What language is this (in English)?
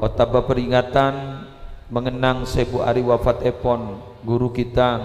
Madurese